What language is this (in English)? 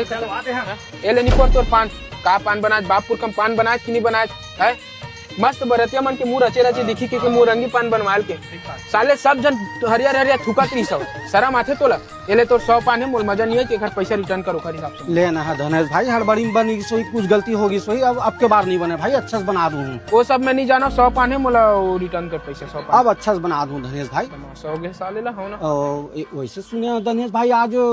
Chhattisgarhi